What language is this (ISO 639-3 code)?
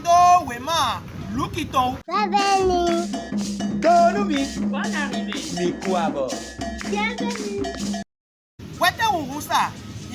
fon